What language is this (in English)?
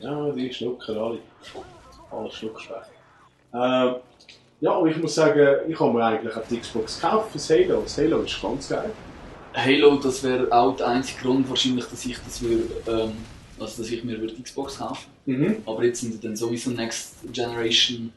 Swiss German